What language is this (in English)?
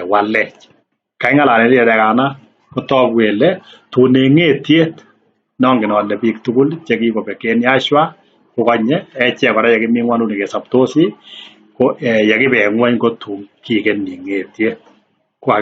Kalenjin